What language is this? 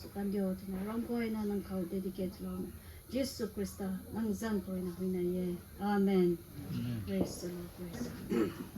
Rongmei Naga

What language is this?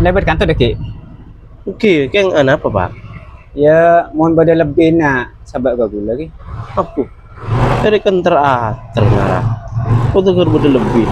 Madurese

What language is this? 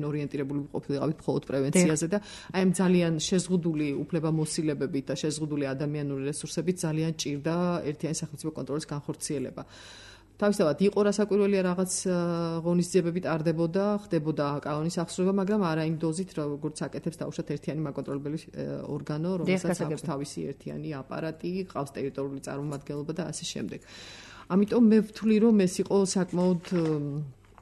Georgian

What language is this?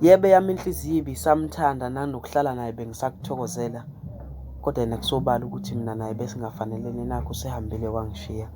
Zulu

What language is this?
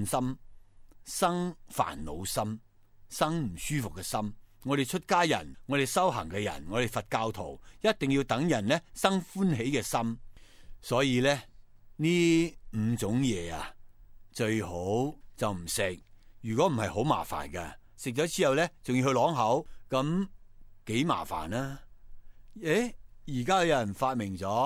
Cantonese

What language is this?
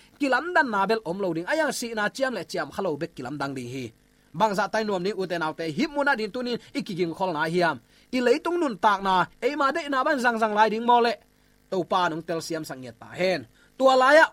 Tedim Chin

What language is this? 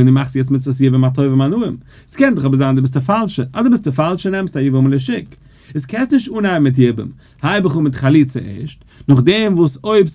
Yiddish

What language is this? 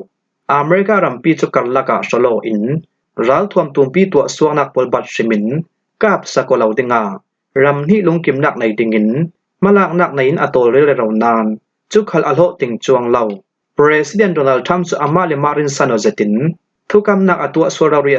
Falam Chin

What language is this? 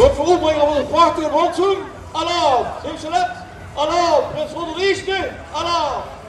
Limburgish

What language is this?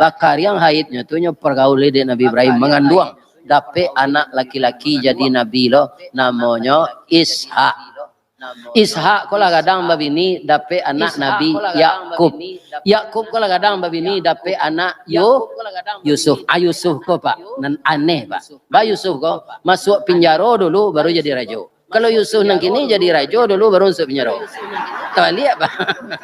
Minangkabau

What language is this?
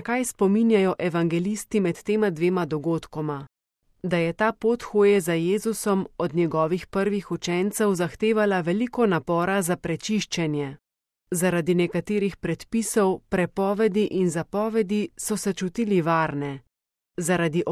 Slovenian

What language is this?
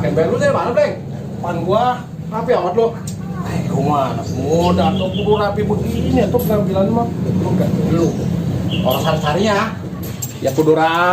Betawi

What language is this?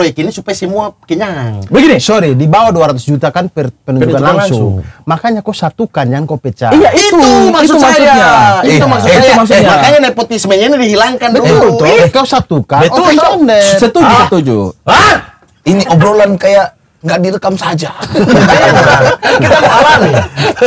Indonesian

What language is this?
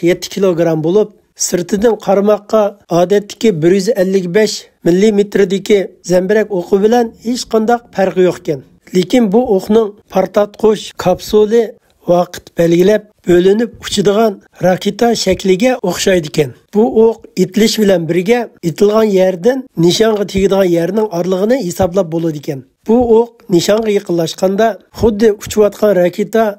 Uyghur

